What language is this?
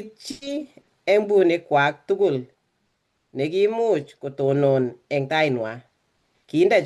Kalenjin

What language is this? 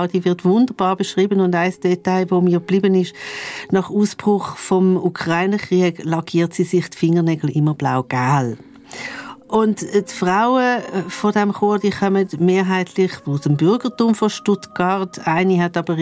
Swiss German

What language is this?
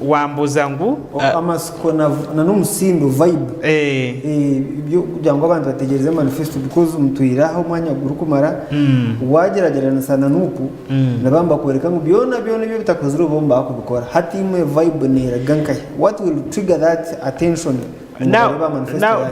Nyankole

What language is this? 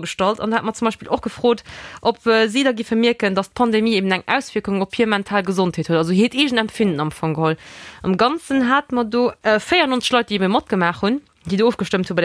Luxembourgish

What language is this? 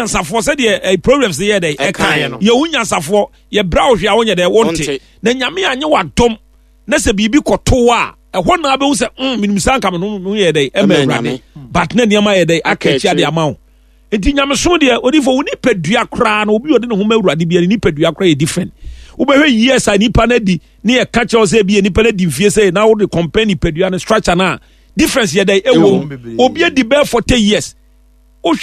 Akan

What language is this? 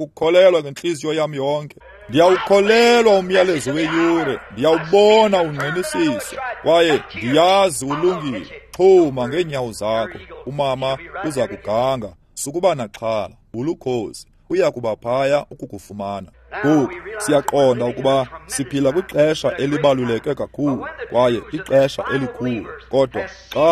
Xhosa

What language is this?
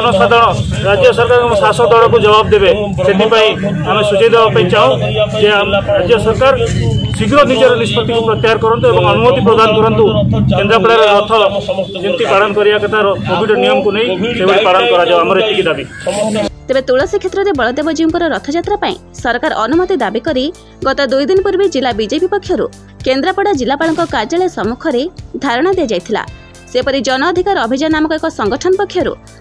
Odia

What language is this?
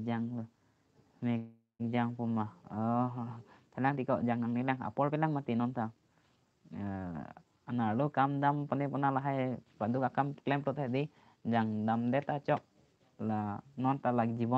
Karbi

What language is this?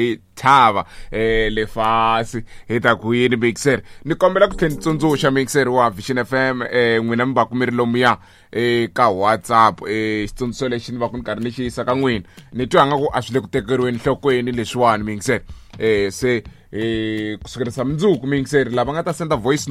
Tsonga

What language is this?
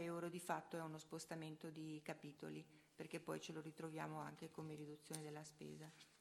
Italian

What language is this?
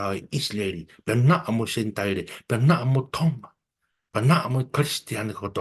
Tongan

